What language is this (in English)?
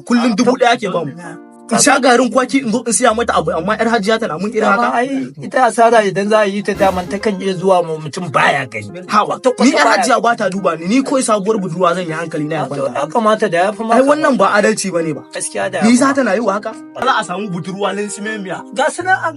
Hausa